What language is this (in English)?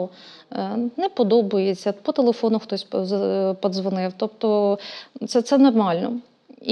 Ukrainian